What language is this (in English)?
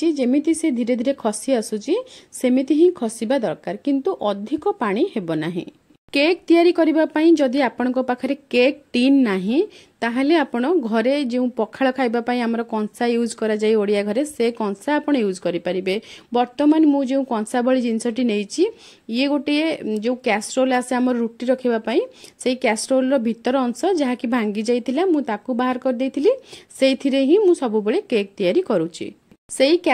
Odia